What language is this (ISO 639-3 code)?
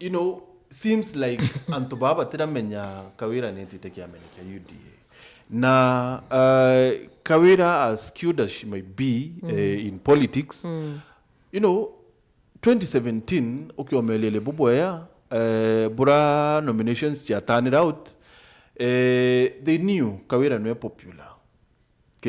mer